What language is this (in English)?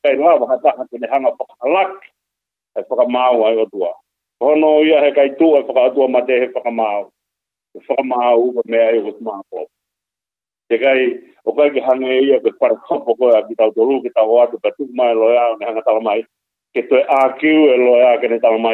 Tongan